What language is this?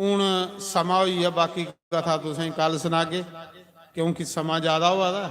Dogri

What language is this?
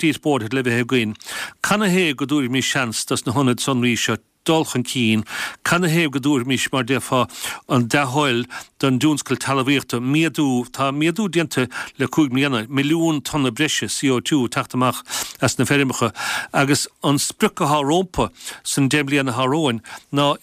Irish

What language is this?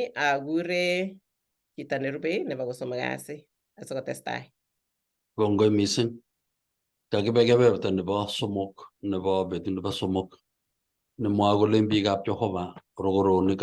Kalenjin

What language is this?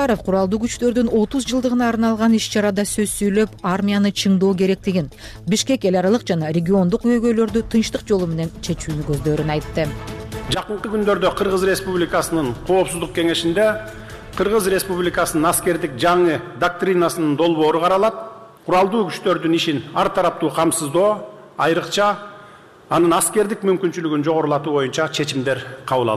Kyrgyz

